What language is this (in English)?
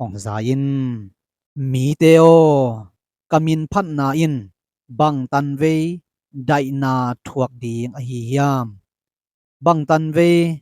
Tedim Chin